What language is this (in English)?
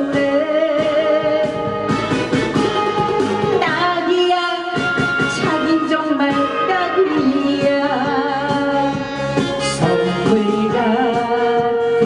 Korean